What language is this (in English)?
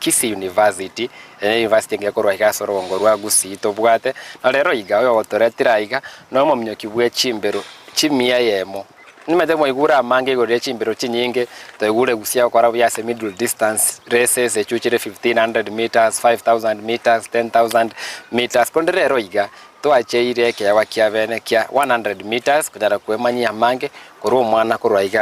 Gusii